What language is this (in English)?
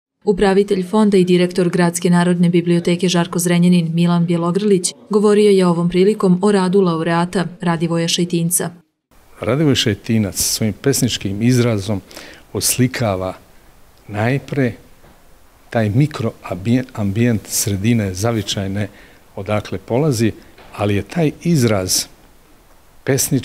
Serbian